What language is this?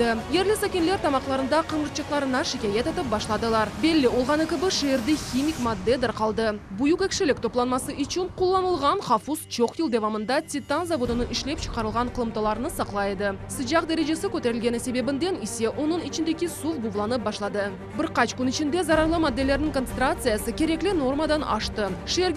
Crimean Tatar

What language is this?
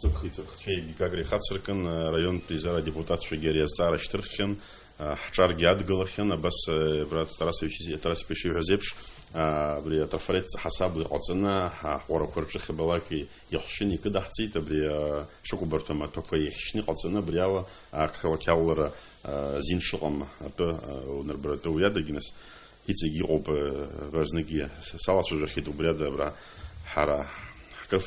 Abkhazian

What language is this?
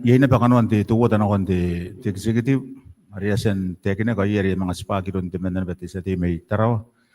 Gilbertese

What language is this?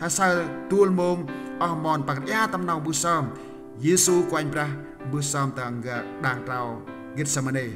Central Mnong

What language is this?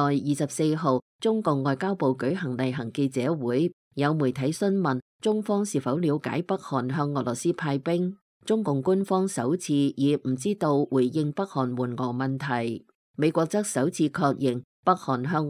Cantonese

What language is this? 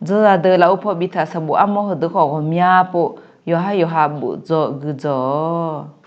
Akha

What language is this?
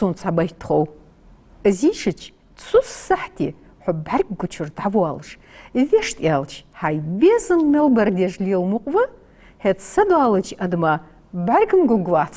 Ingush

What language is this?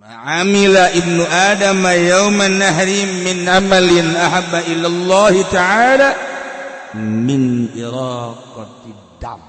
Sundanese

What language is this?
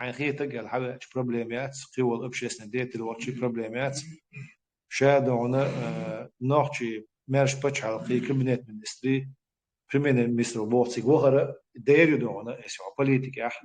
Chechen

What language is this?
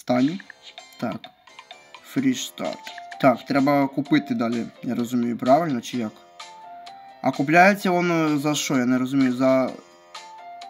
Ukrainian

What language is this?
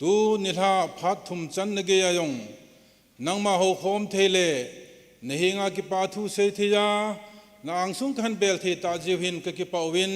Thado Chin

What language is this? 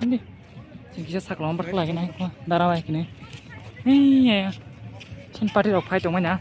Kok Borok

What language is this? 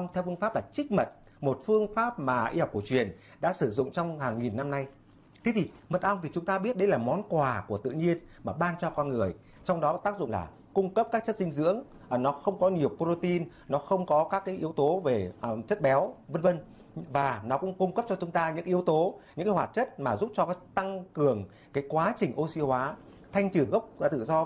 Vietnamese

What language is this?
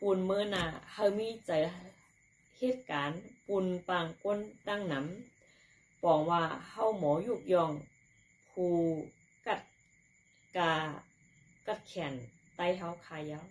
Shan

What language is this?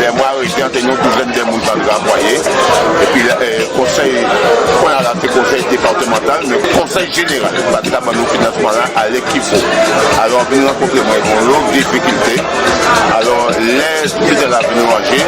Guadeloupean Creole French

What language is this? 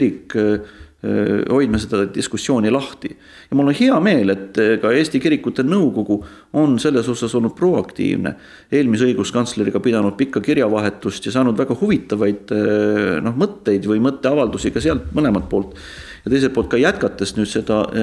Estonian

